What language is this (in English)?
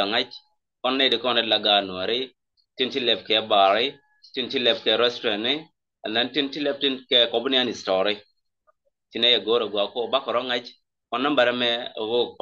Nuer